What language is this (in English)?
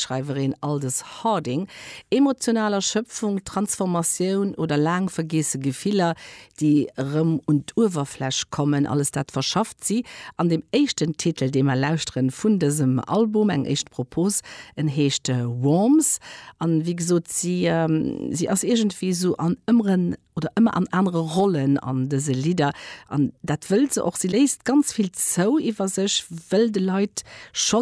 Luxembourgish